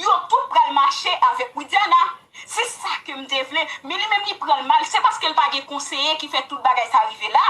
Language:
Haitian Creole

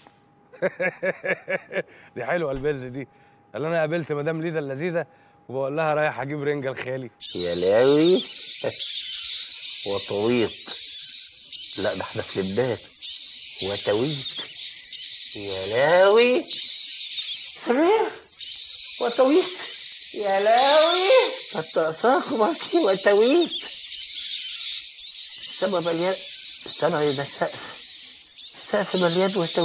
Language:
Egyptian Arabic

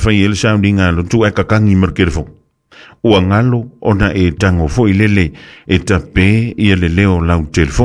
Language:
Samoan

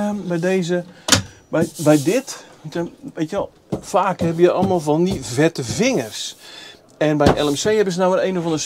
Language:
Dutch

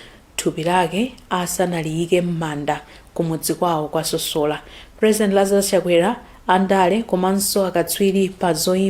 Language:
Nyanja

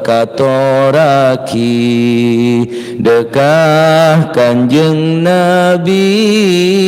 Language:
Madurese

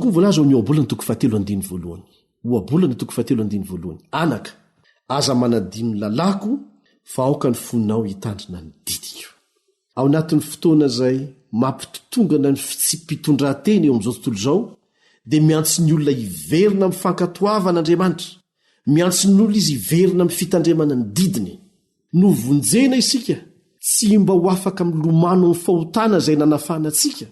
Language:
Malagasy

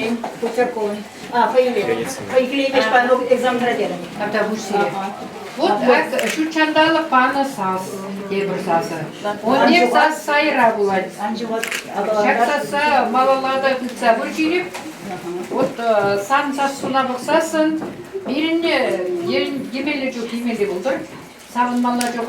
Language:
Chuvash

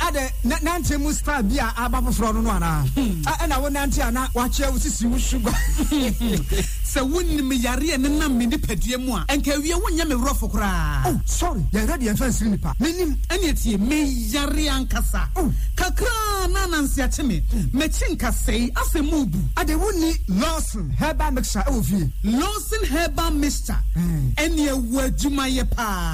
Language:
Akan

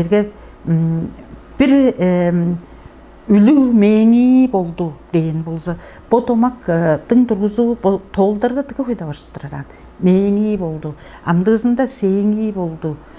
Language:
Tuvinian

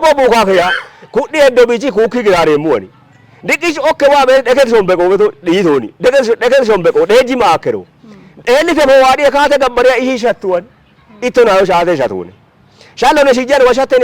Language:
Kafa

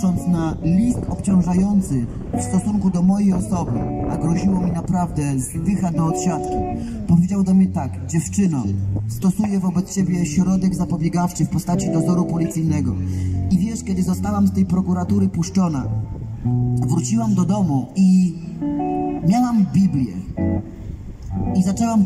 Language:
Polish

